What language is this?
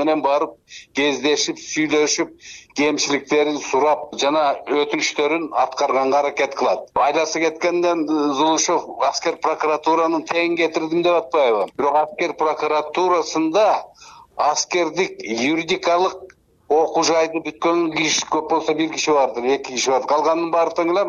Kyrgyz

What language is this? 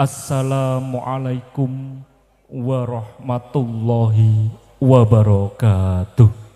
Javanese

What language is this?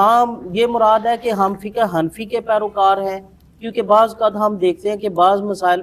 Urdu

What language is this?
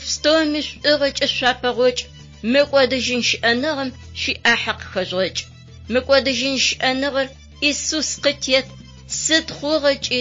Adyghe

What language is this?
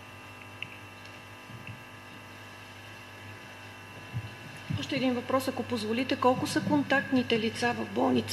Bulgarian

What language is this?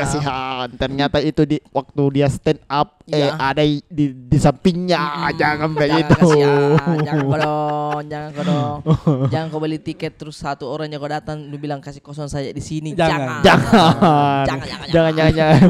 Makassar Malay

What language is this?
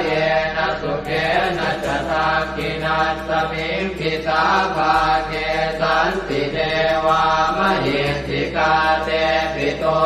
Pali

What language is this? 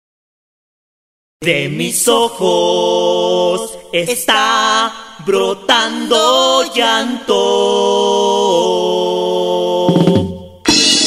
Spanish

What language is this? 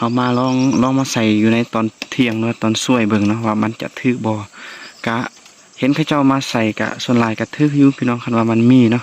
Lao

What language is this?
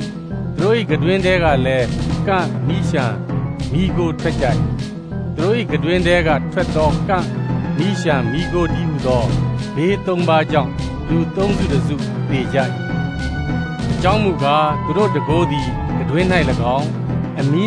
Burmese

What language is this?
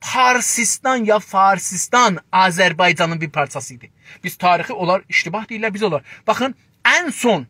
South Azerbaijani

